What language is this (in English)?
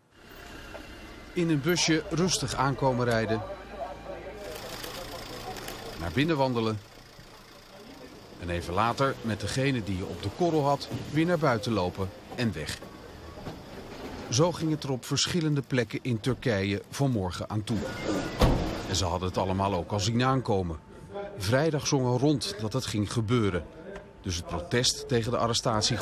Dutch